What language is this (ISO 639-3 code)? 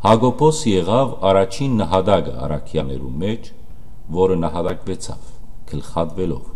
hyw